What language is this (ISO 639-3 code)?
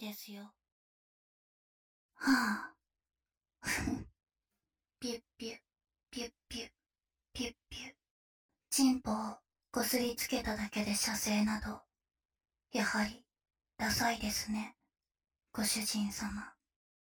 jpn